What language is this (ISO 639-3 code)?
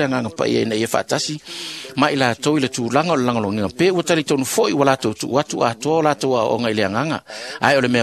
smo